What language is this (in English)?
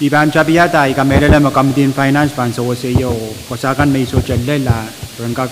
Pohnpeian